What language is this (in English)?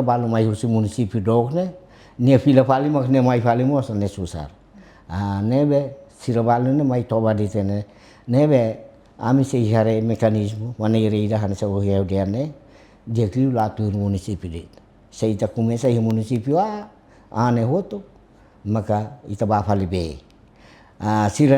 Tetum